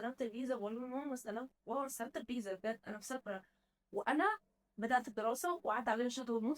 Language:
Egyptian Arabic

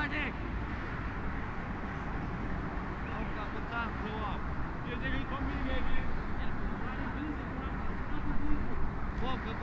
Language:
Ukrainian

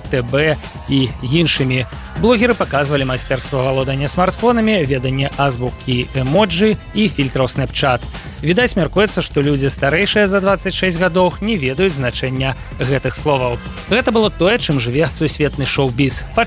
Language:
Belarusian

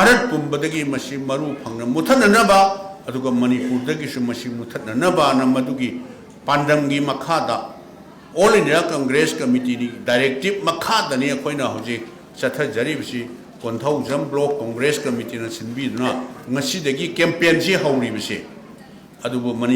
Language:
Manipuri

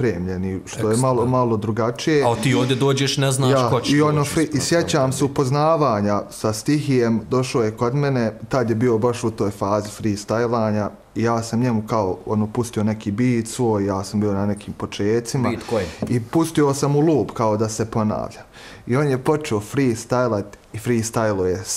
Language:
Bosnian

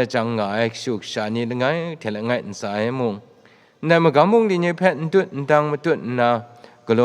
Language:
Kachin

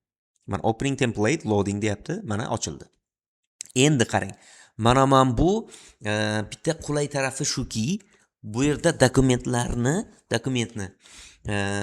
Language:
Uzbek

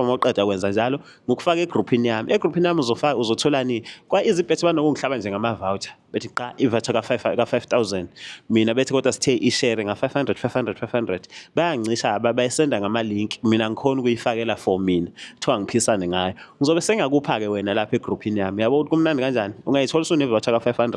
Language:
Zulu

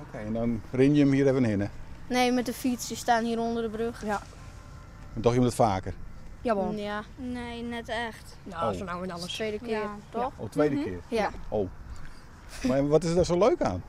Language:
Western Frisian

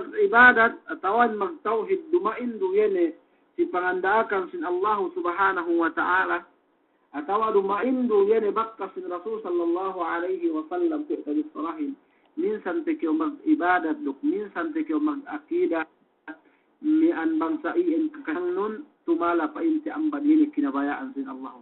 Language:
Yakan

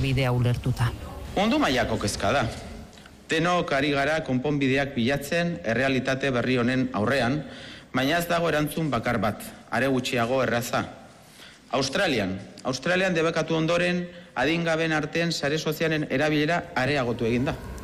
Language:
Basque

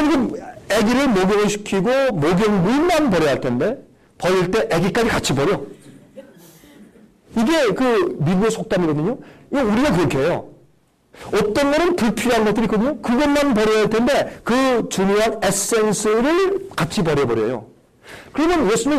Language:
Korean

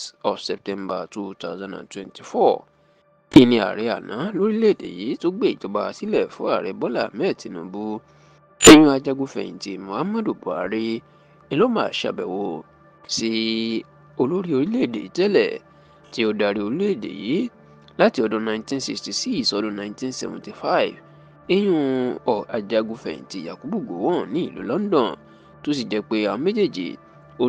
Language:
Yoruba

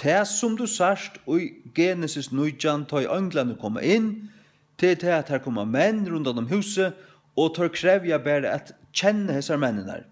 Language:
Faroese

